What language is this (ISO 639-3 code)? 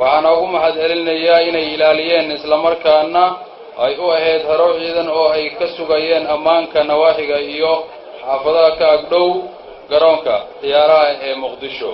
som